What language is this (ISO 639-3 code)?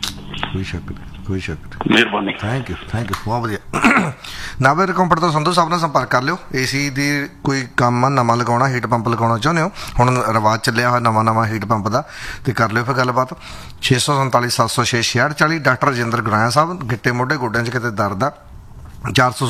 pan